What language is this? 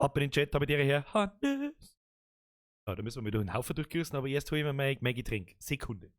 Bavarian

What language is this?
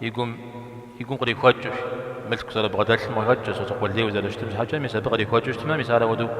Kabardian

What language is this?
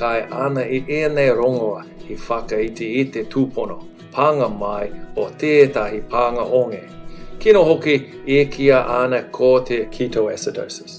Māori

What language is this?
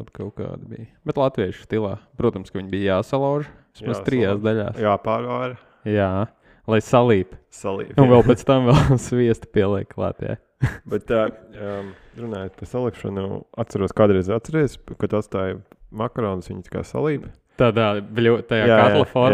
Latvian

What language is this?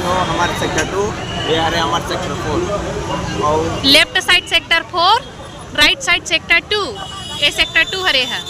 Chhattisgarhi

